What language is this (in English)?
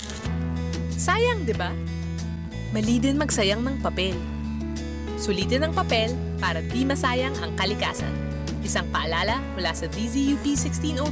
Filipino